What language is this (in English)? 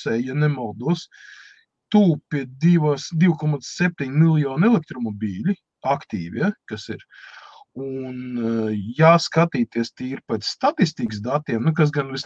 Latvian